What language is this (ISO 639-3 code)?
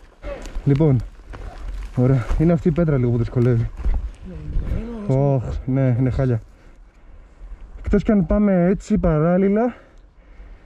ell